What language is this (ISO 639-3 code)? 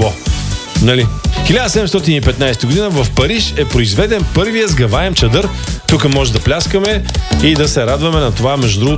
bul